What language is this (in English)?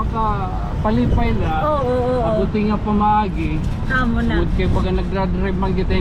Waray